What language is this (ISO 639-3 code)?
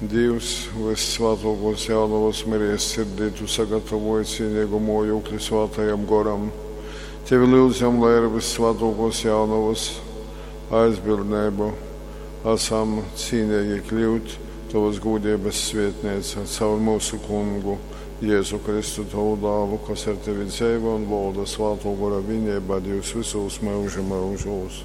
ltg